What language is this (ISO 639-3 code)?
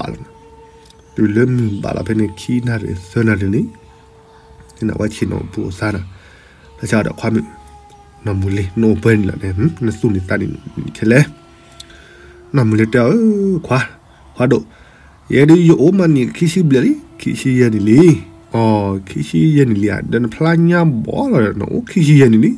ksw